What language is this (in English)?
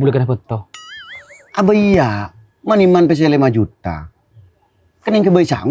Madurese